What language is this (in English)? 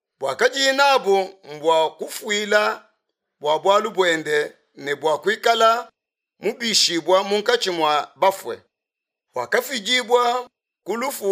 Luba-Lulua